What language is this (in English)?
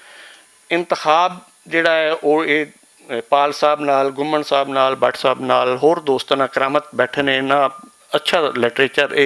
Western Panjabi